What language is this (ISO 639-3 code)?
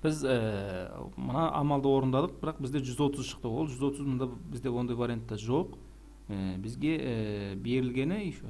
kaz